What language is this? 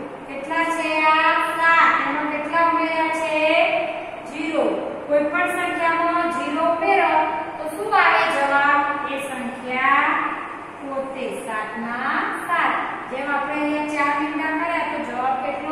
Gujarati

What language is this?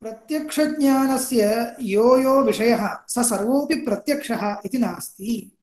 Sanskrit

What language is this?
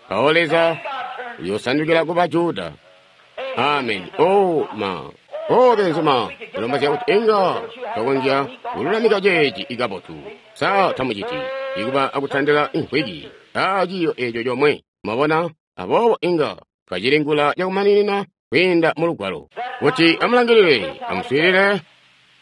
Tonga (Zambia)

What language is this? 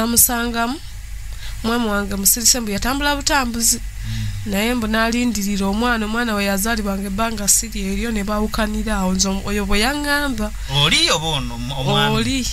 Ganda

